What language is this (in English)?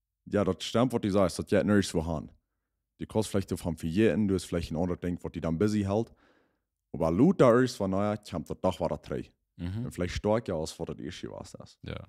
Plautdietsch